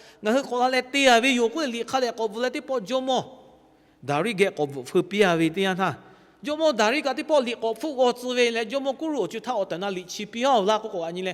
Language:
Lahu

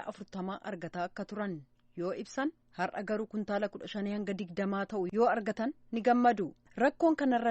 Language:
Oromo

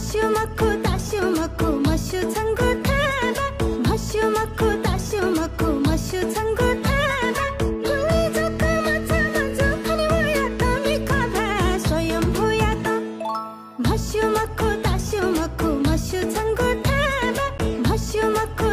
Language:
Newari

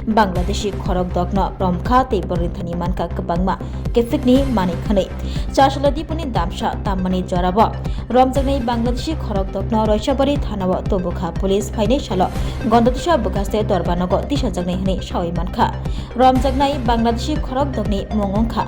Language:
Kok Borok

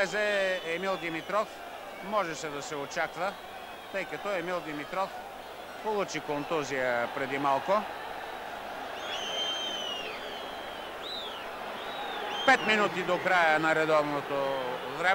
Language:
Bulgarian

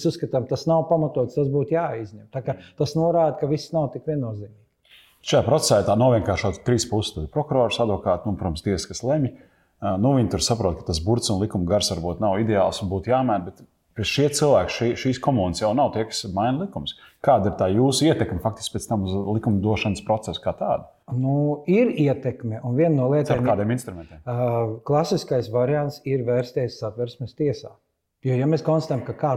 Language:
Latvian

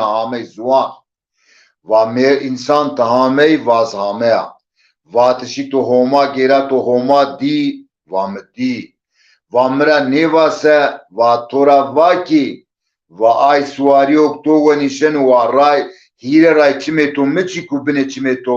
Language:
Zaza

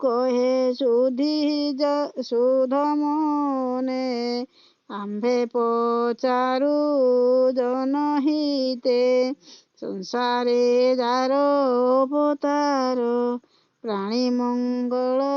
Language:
Odia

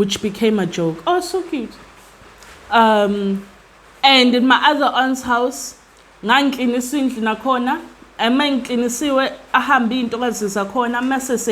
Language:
Zulu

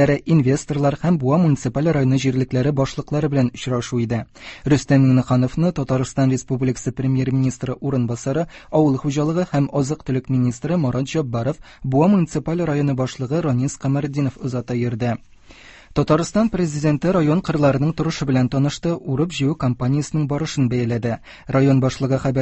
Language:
Tatar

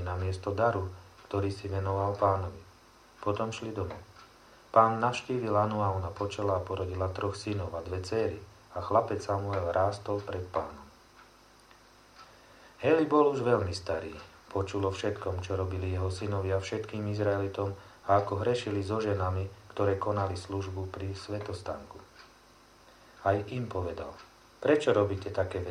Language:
Slovak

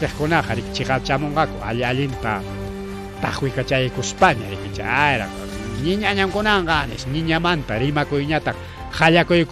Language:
Ayacucho Quechua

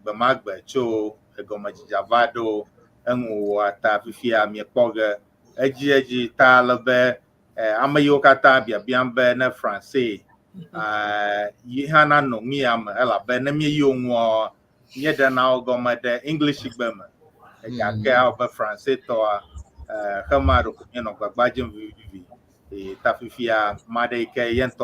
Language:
Ewe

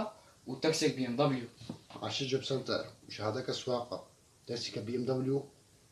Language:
Kurdish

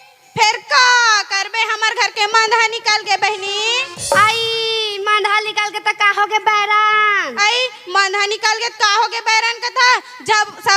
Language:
Chhattisgarhi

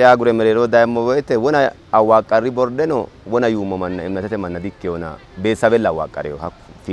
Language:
Sidamo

